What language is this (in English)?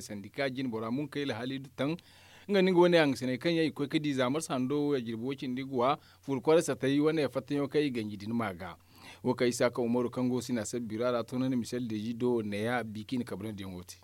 Zarma